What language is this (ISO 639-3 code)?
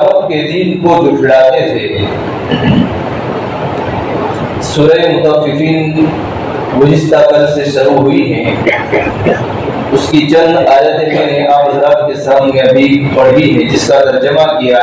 urd